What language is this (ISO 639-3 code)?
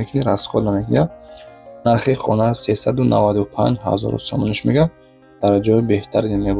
tgk